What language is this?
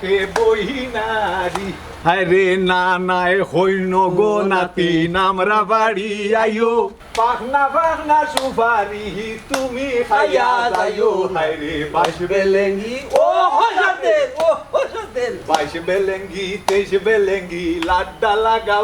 Sylheti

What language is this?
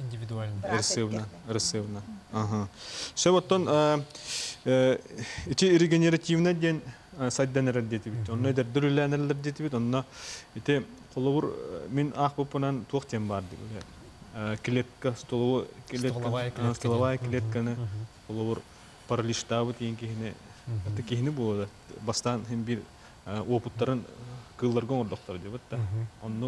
Yakut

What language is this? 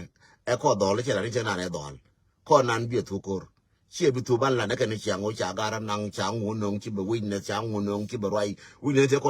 Nuer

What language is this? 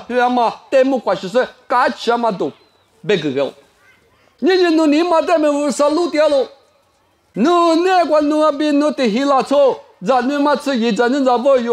Lisu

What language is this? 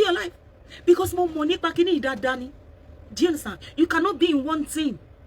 Yoruba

